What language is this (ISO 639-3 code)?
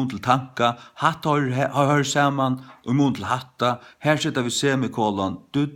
fao